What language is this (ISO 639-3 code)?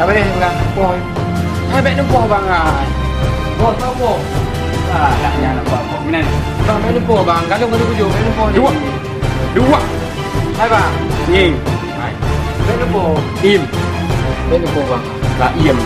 ace